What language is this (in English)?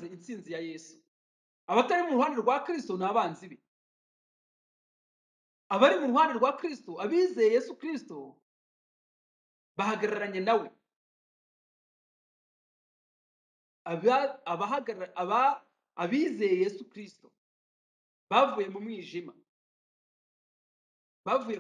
Kinyarwanda